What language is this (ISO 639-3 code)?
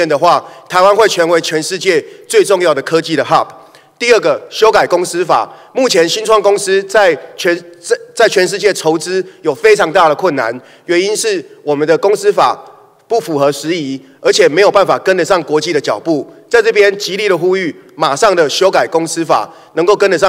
zho